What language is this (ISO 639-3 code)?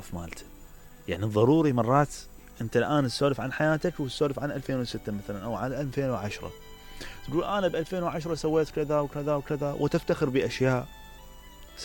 acm